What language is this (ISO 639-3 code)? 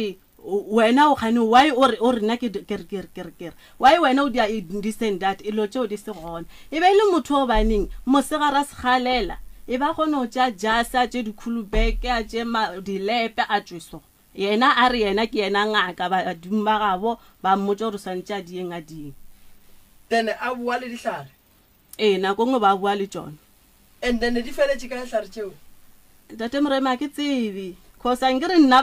nso